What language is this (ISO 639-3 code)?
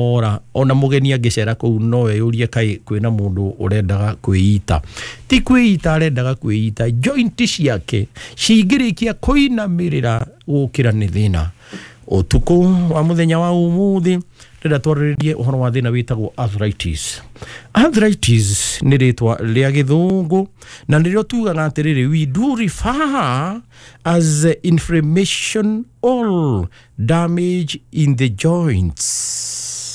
kik